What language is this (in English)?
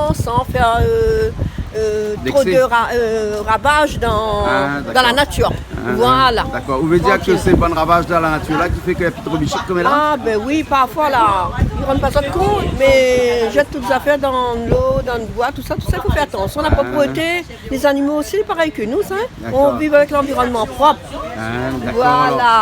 Réunion Creole French